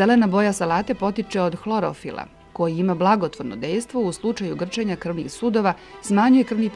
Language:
Serbian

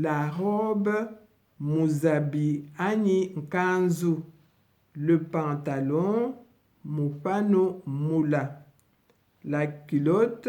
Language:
Luba-Lulua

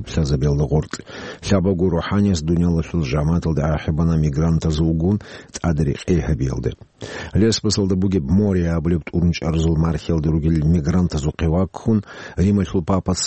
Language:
Avaric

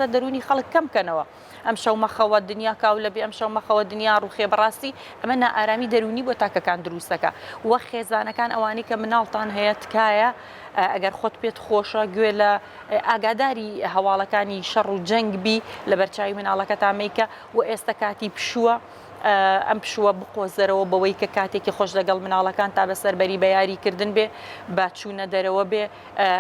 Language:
Central Kurdish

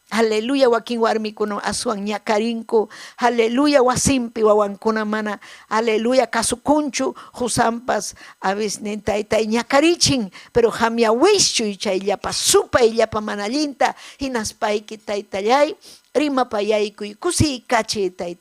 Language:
Ayacucho Quechua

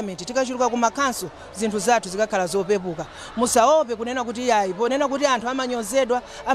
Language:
Nyanja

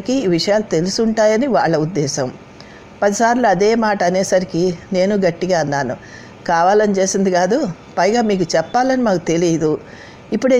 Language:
Telugu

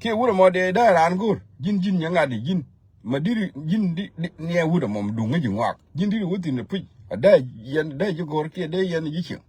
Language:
Nuer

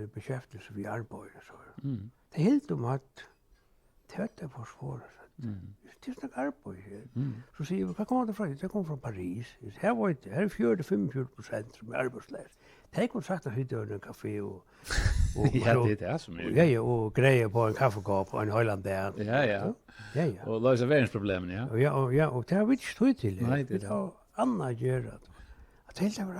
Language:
Faroese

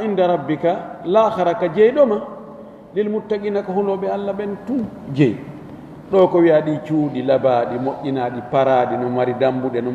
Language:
Fula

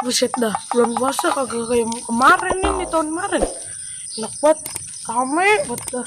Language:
Betawi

